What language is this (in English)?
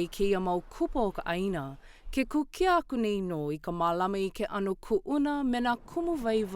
Hawaiian